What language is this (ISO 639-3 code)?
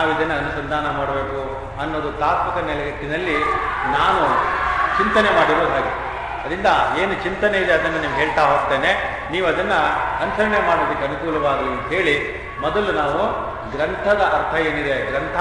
kan